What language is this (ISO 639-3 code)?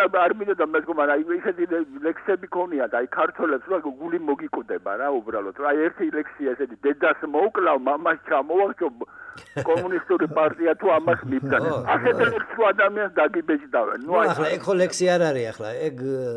kat